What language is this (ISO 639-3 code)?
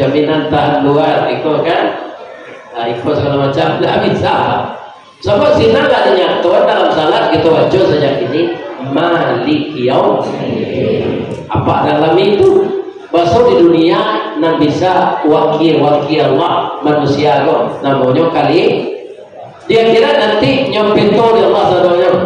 min